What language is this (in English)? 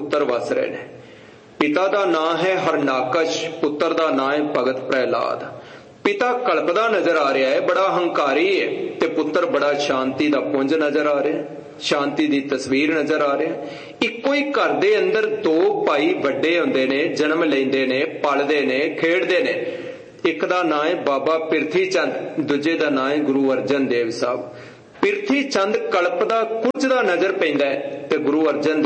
Punjabi